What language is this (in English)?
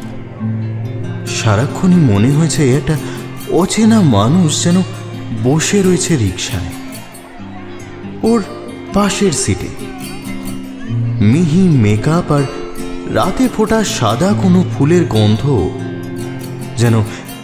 Bangla